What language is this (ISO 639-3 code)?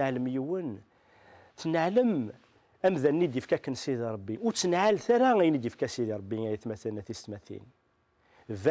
kab